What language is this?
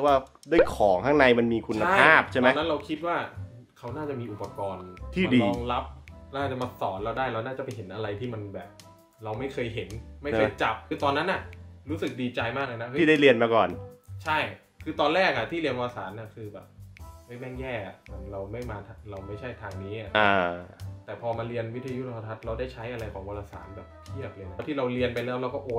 Thai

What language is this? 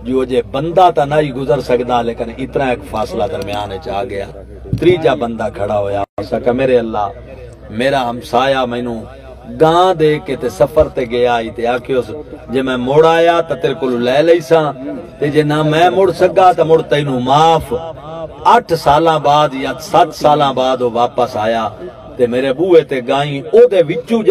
Saraiki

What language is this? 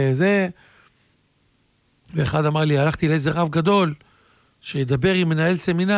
Hebrew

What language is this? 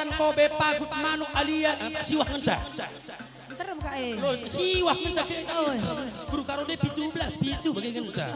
Batak Karo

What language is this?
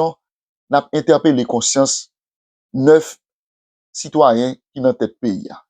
Haitian Creole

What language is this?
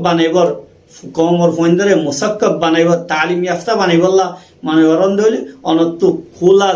Rohingya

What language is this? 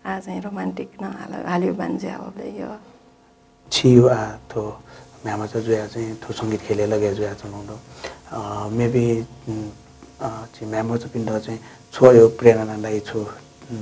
Newari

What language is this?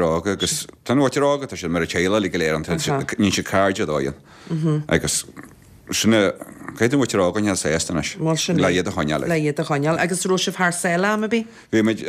Irish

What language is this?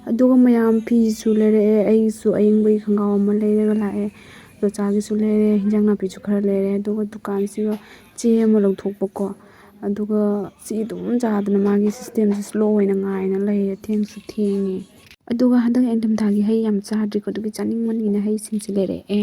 Manipuri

